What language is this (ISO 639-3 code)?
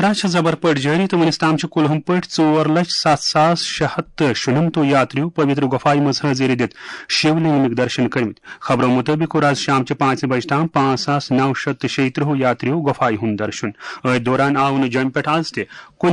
kas